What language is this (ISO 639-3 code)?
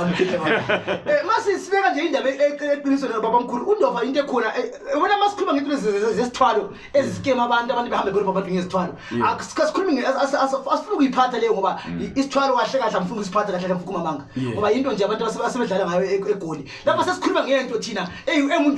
zul